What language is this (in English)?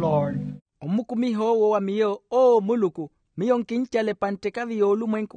Makhuwa